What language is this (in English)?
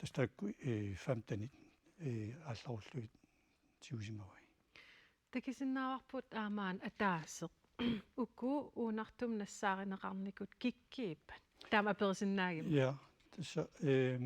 Kalaallisut